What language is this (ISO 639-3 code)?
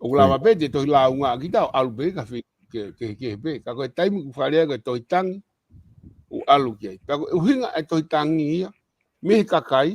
ton